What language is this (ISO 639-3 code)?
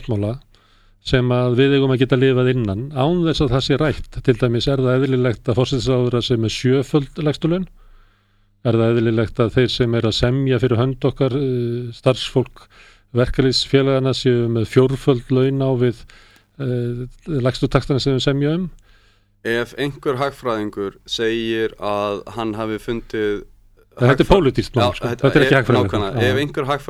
isl